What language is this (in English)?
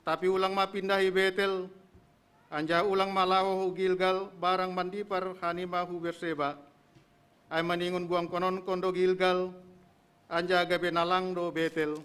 Batak Simalungun